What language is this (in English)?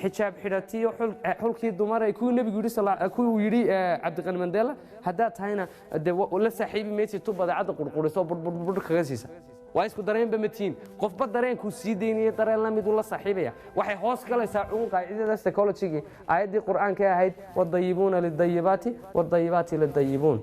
Somali